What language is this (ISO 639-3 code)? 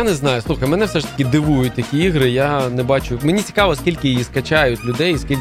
ukr